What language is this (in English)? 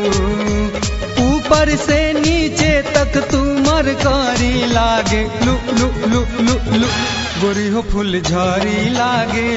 Bhojpuri